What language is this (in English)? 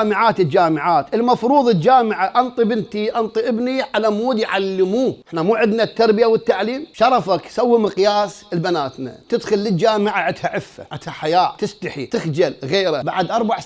Mesopotamian Arabic